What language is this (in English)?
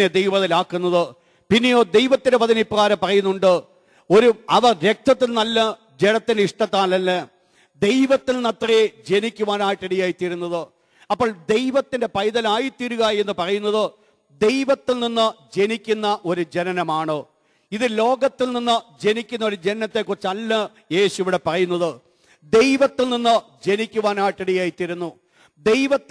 Malayalam